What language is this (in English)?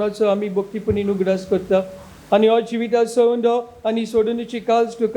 Konkani